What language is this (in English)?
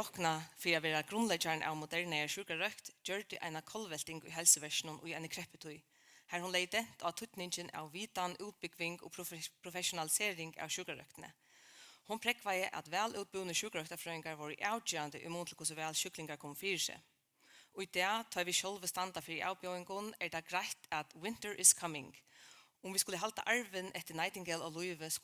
Faroese